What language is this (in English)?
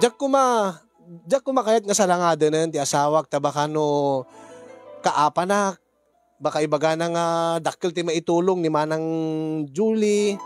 Iloko